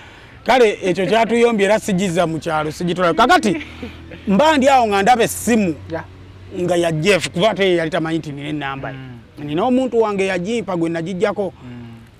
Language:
Ganda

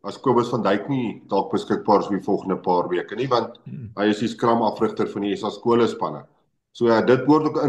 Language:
Afrikaans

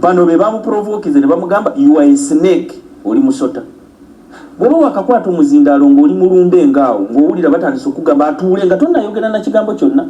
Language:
Ganda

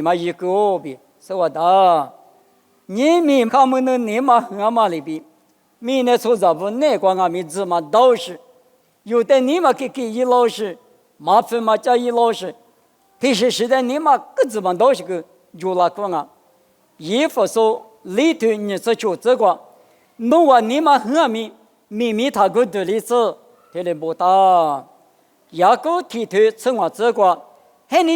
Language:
Lisu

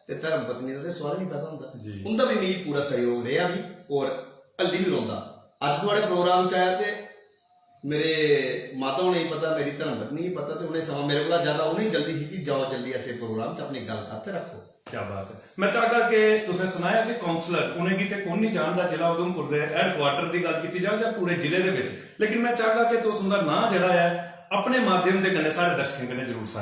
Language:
Dogri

